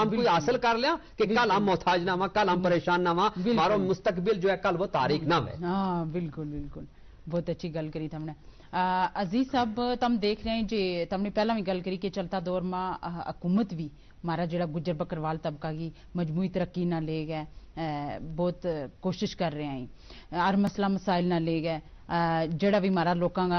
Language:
Gujari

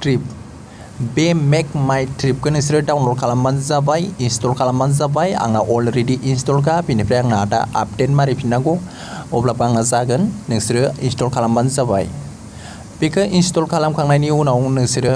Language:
Bodo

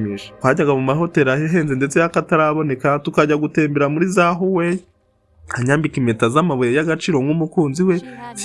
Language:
Kinyarwanda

